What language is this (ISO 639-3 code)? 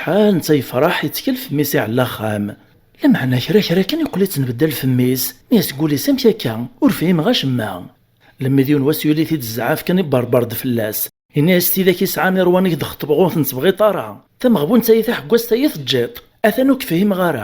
kab